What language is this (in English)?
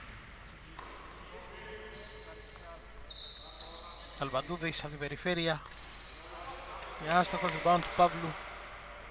Greek